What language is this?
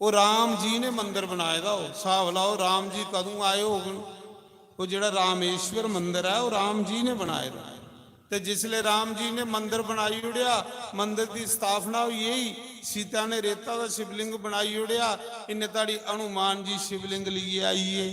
Dogri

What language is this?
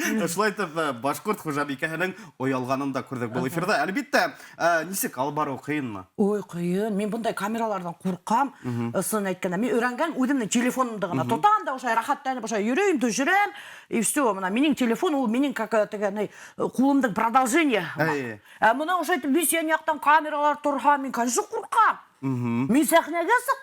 Bashkir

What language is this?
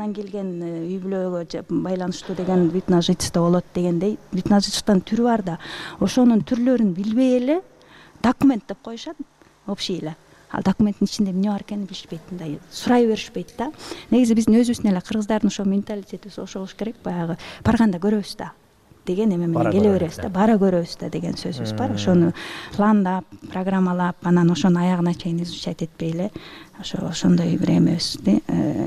Kyrgyz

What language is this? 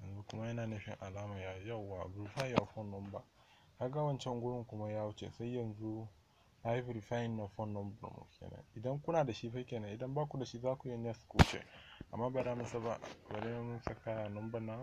Hausa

